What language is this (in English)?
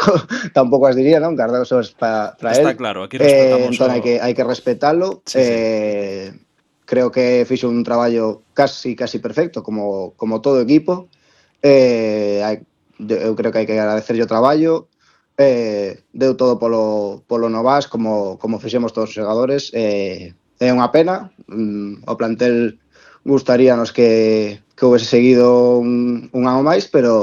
Galician